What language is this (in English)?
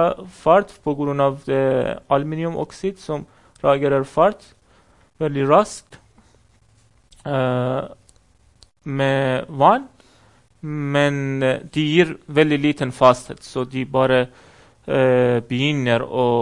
Norwegian